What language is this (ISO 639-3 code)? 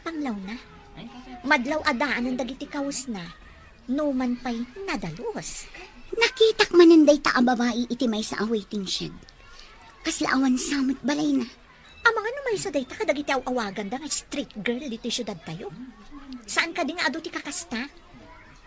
ilo